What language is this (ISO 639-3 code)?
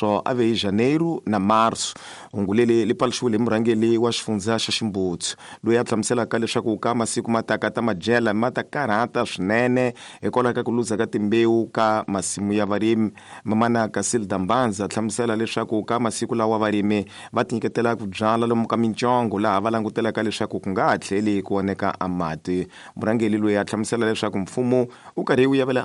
tso